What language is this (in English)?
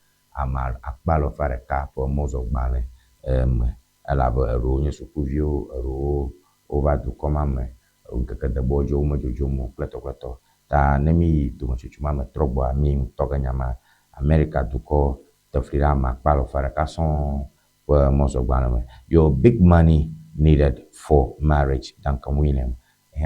Ewe